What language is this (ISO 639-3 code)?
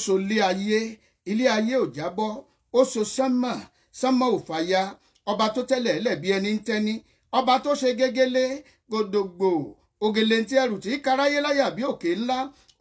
yor